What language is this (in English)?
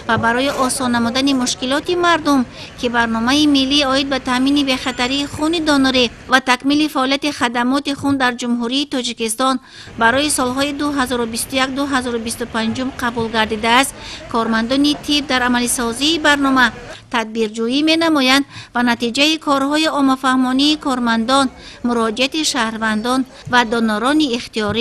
Tajik